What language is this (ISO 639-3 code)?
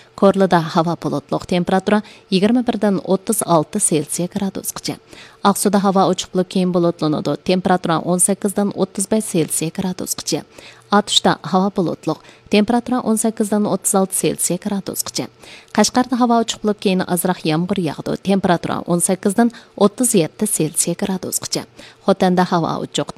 uig